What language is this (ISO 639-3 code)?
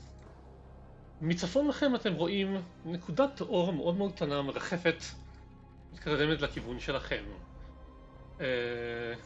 heb